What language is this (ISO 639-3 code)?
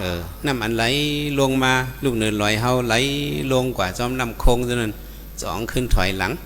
shn